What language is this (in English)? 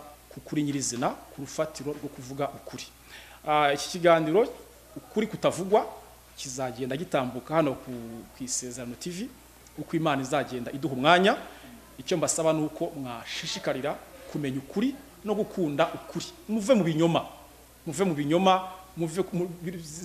Kinyarwanda